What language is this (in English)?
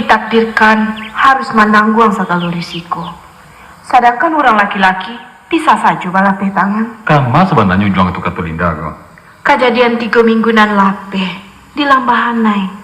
Minangkabau